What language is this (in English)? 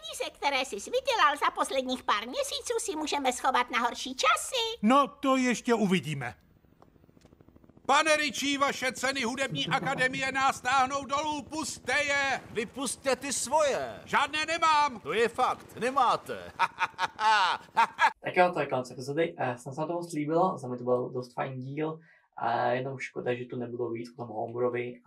Czech